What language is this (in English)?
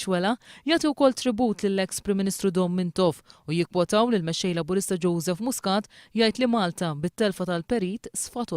Maltese